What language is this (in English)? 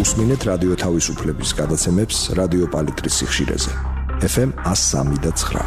Georgian